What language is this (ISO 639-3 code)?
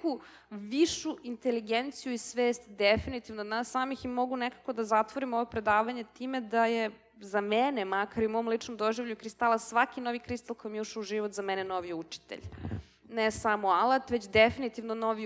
srp